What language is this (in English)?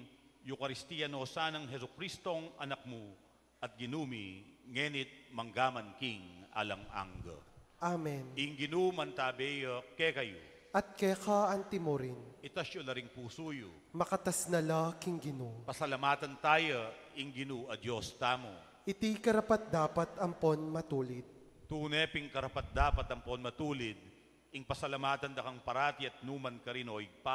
Pampanga